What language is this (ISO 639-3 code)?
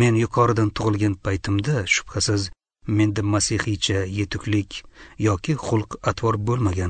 uzb